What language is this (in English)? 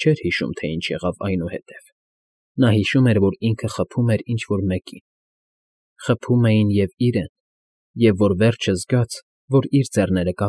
Armenian